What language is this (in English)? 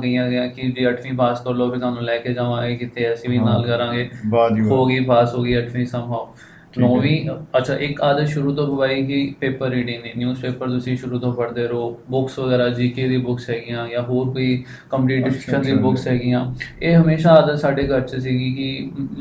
Punjabi